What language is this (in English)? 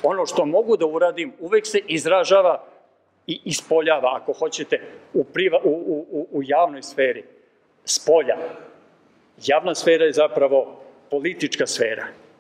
Serbian